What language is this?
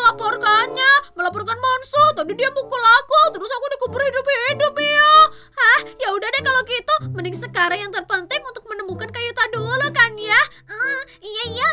Indonesian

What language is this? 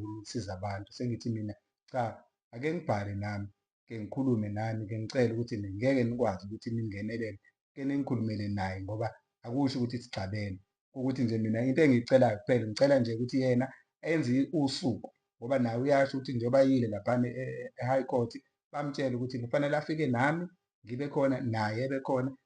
Zulu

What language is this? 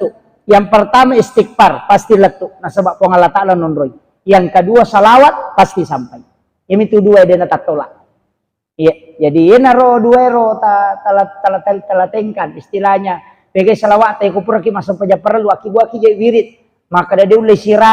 Buginese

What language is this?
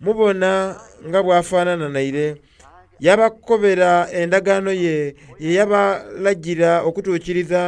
Soga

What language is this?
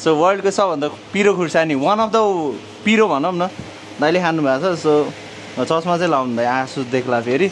Nepali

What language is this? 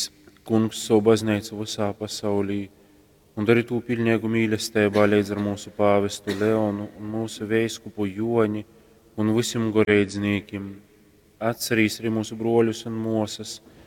Latgalian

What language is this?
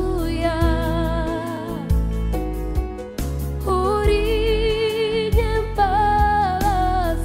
Kinyarwanda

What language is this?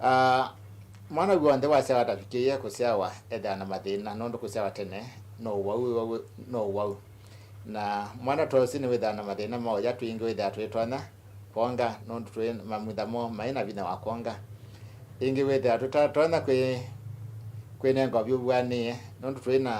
Kamba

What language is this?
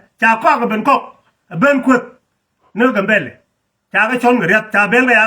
Nuer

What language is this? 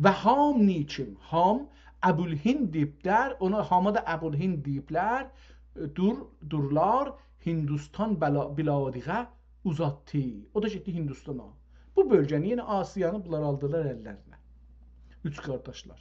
South Azerbaijani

